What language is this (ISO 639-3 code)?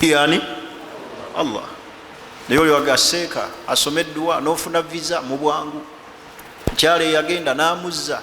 lug